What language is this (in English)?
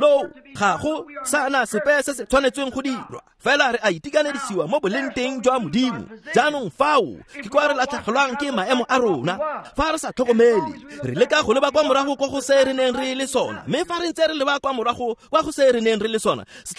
Tswana